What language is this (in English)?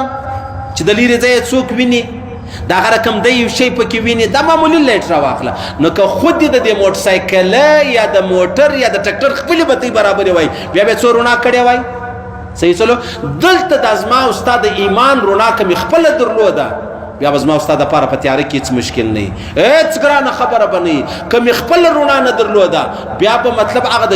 Pashto